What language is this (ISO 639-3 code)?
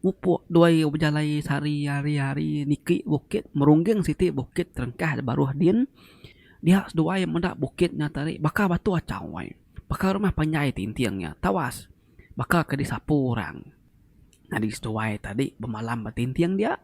iba